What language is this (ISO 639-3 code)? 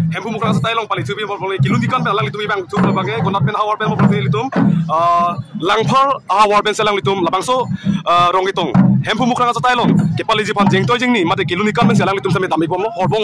mjw